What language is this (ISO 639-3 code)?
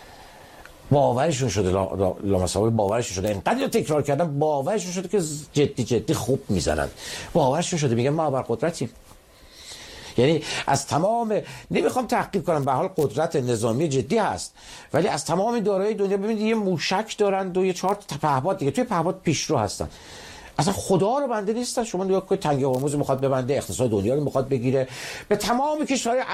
fas